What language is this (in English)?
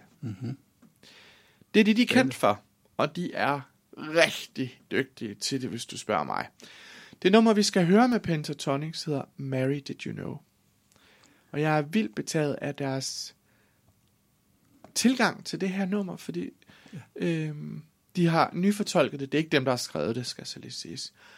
Danish